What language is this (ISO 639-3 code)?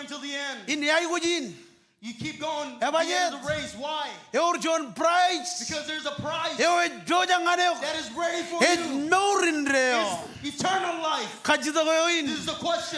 mah